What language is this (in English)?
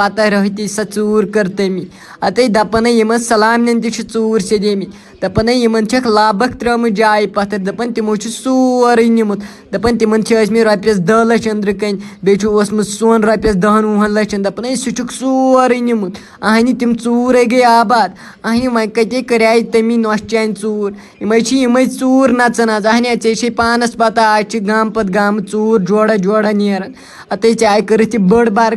Kashmiri